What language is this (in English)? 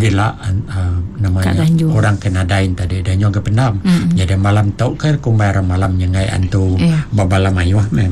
Iban